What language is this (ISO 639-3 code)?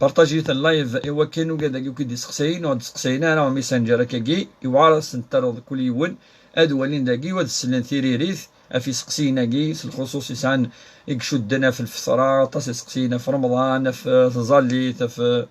kab